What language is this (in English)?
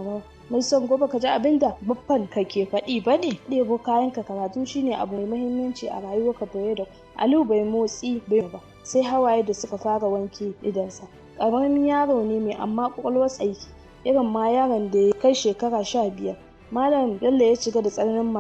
Hausa